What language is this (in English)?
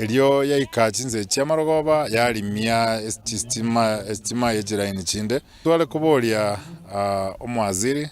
Gusii